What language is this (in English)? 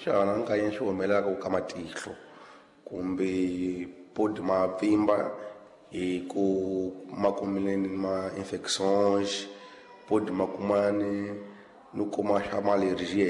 Tsonga